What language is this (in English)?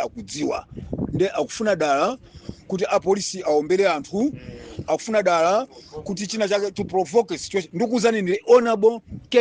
Nyanja